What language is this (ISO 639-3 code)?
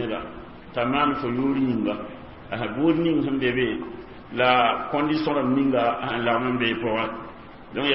mos